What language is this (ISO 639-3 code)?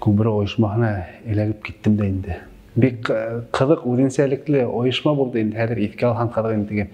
bak